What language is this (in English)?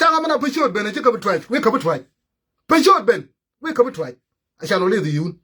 Nuer